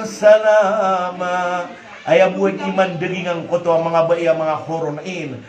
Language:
Maranao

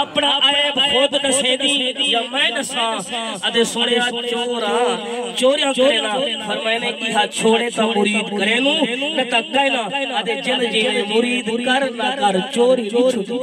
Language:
Saraiki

